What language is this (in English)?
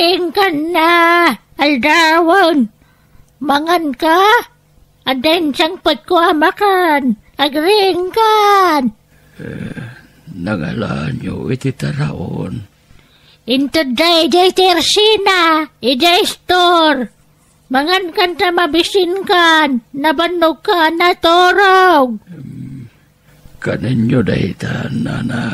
Iloko